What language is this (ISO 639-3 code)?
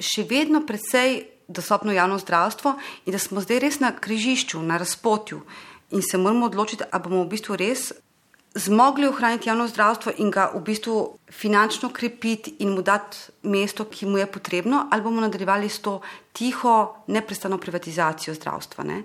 slv